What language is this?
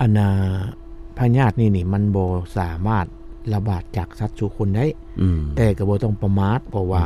Lao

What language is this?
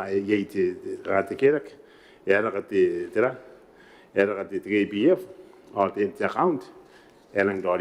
Gilbertese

